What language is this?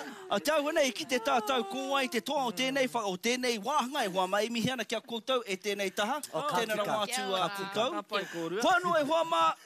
Māori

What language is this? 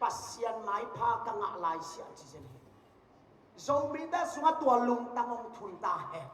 Tedim Chin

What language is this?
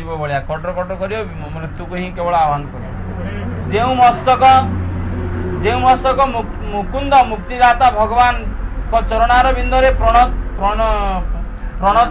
Odia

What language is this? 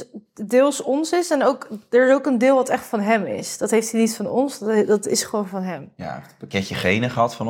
Dutch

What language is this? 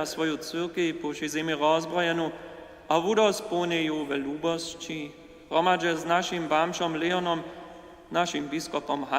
Upper Sorbian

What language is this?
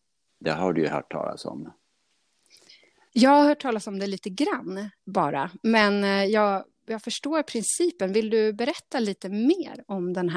Swedish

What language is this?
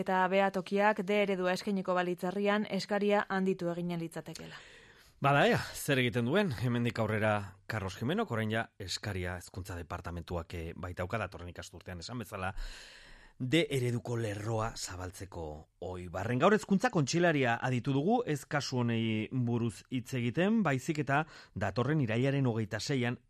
Basque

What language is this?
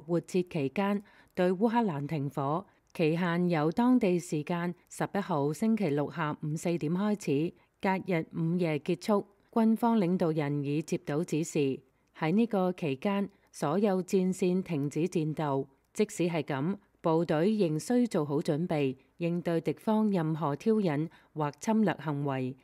Cantonese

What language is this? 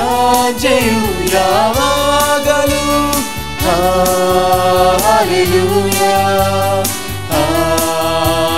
Kannada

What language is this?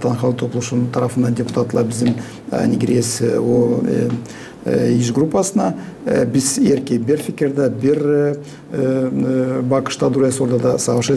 Gagauz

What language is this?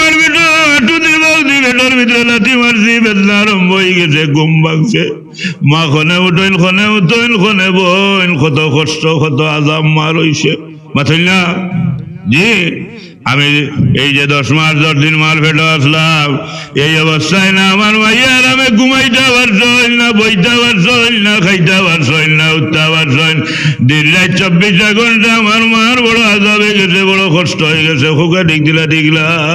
Sylheti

